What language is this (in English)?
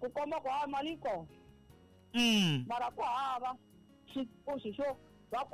Tsonga